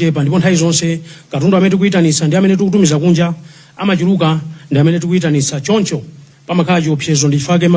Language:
Nyanja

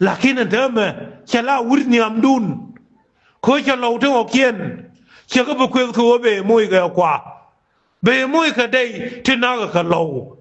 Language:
Nuer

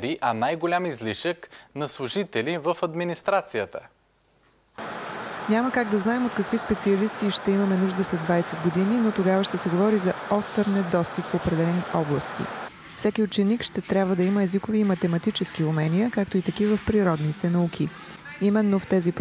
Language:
Bulgarian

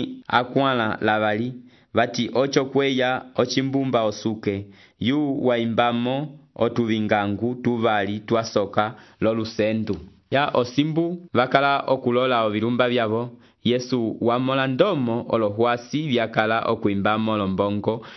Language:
Umbundu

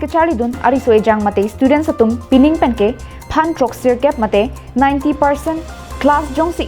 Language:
Karbi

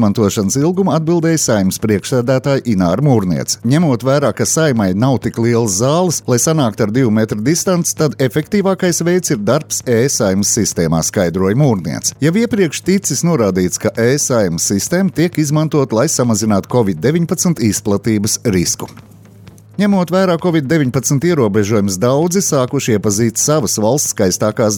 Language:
Latvian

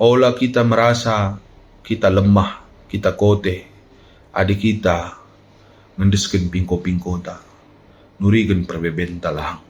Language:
Batak Karo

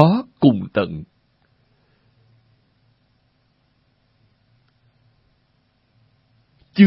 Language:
Vietnamese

